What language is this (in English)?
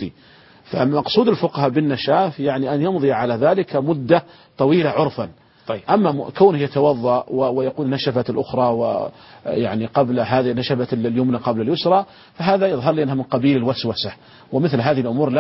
Arabic